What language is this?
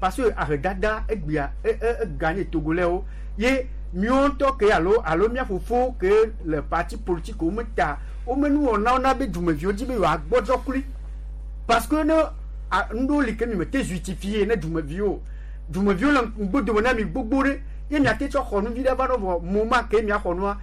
Gen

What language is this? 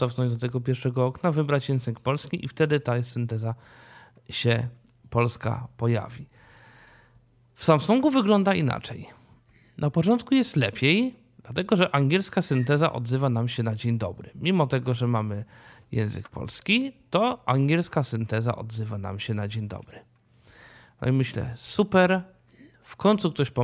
Polish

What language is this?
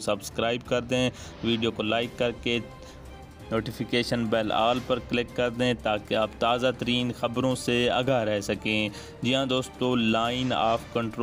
Urdu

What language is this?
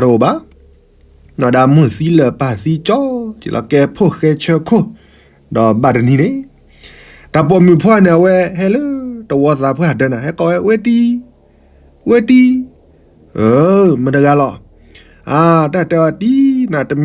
S'gaw Karen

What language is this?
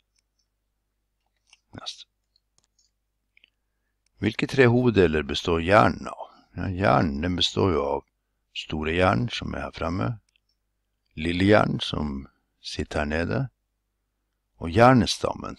Norwegian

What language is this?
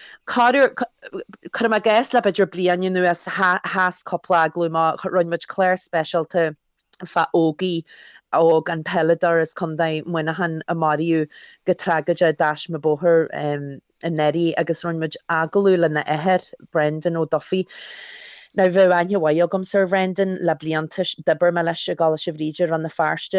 Irish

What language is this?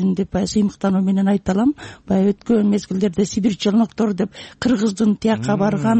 Kyrgyz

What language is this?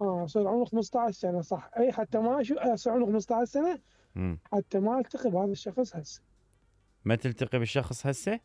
Mesopotamian Arabic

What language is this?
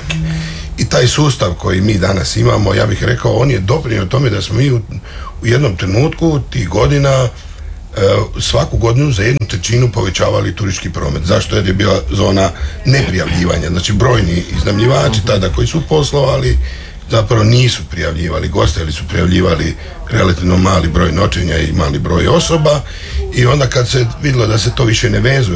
Croatian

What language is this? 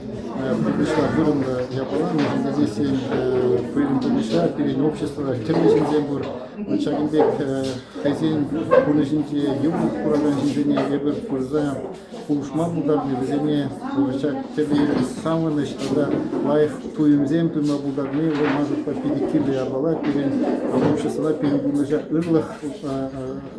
Chuvash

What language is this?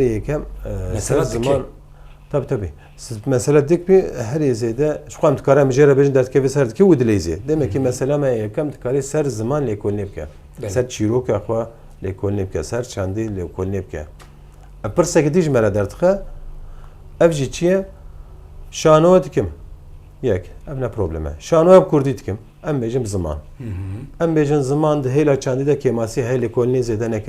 Kurdish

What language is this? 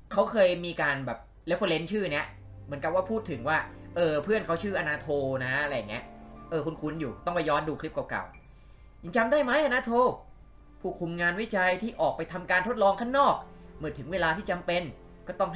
Thai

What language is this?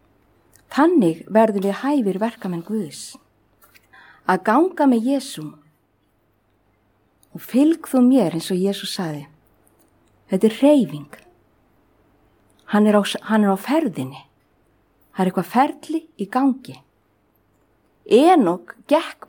Icelandic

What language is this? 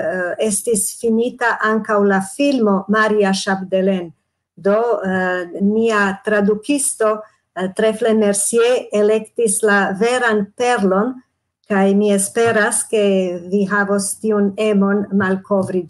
Esperanto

